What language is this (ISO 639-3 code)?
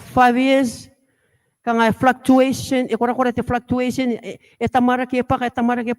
gil